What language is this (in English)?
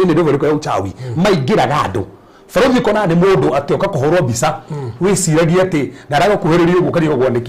Kikuyu